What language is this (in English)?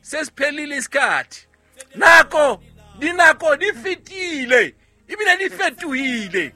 Southern Sotho